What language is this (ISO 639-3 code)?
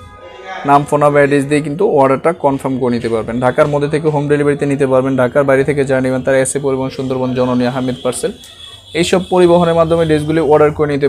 ben